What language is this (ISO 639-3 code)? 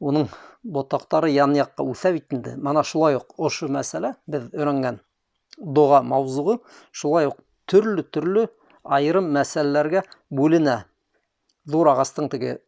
bak